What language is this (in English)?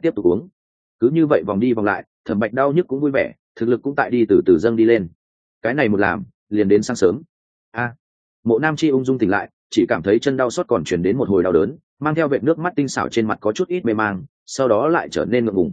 Vietnamese